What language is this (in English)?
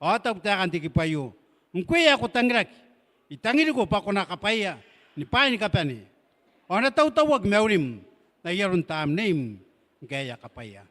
Gilbertese